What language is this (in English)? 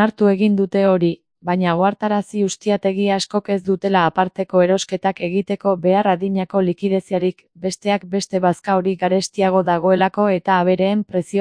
Basque